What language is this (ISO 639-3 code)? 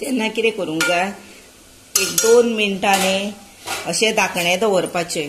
kok